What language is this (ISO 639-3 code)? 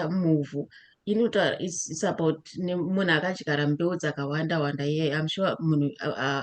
sna